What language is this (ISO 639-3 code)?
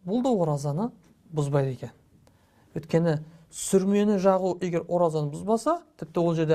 kaz